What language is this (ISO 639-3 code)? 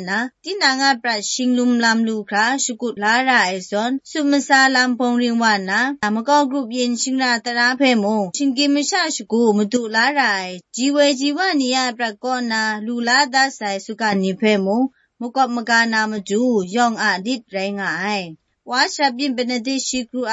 kac